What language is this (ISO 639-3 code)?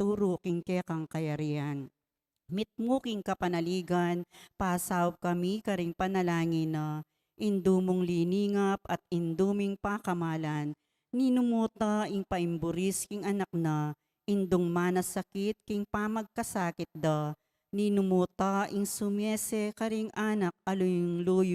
pam